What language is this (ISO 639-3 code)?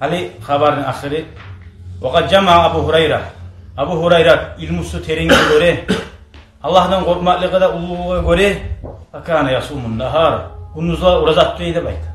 kum